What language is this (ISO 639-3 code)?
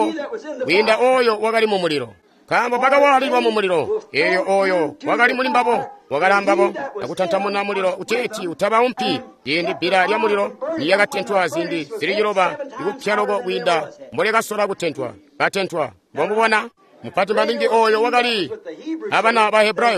toi